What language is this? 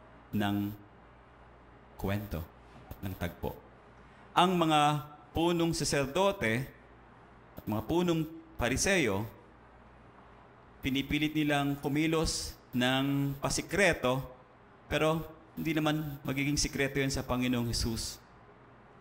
Filipino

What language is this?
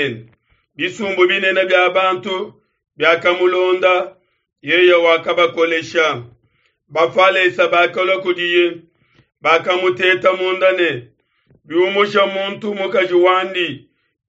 Luba-Lulua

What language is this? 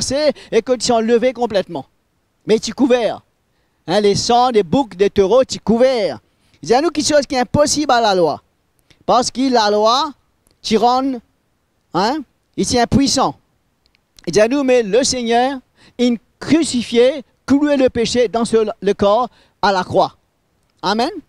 Morisyen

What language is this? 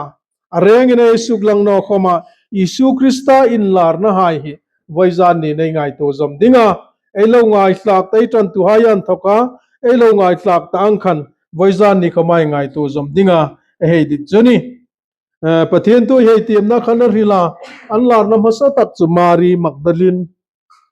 Hmar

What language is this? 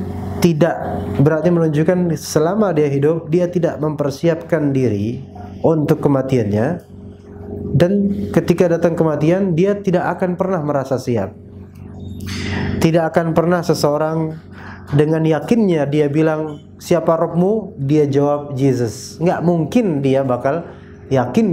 Indonesian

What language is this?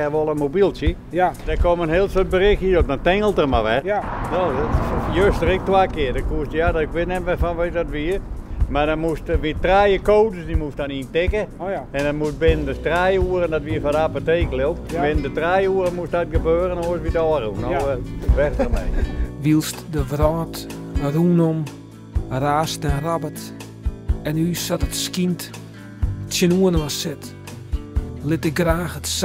Western Frisian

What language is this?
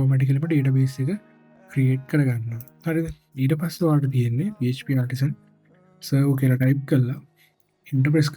Sinhala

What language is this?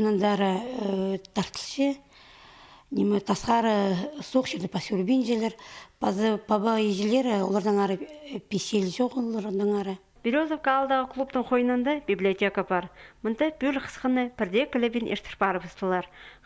Khakas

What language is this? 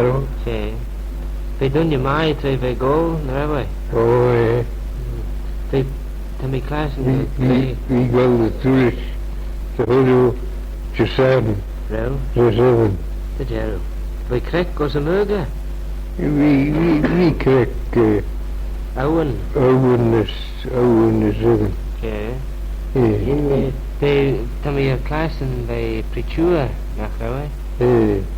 Manx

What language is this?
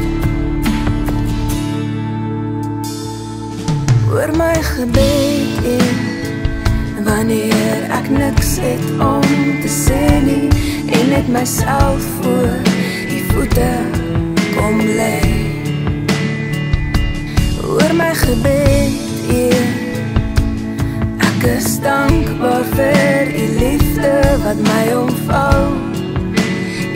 Afrikaans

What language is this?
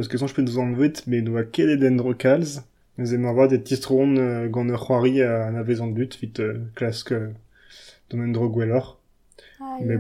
Breton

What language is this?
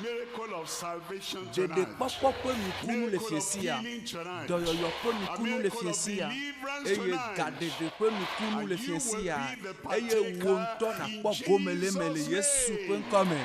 Ewe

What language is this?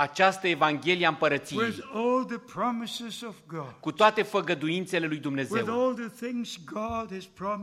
Romanian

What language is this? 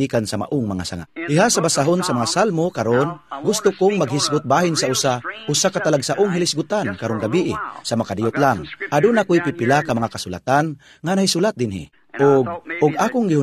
Cebuano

